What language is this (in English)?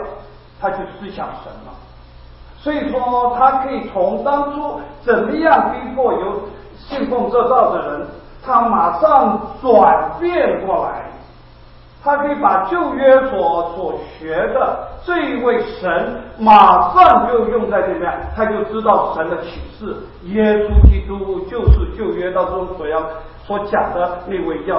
Chinese